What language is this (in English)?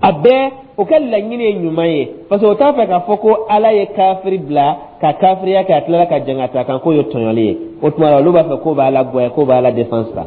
Dyula